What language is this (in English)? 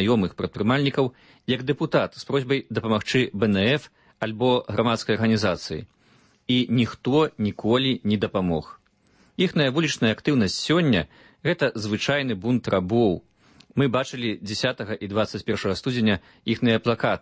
Belarusian